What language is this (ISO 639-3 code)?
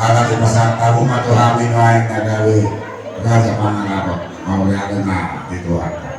bbc